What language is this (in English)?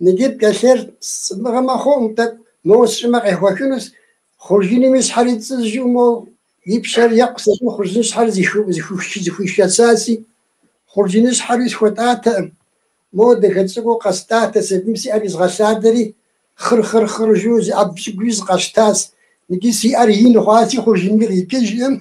Kabardian